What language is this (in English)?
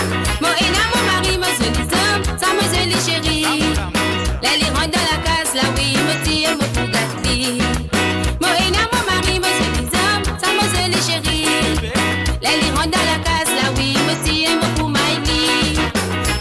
Morisyen